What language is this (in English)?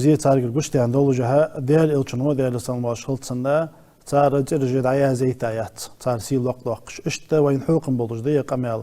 Ingush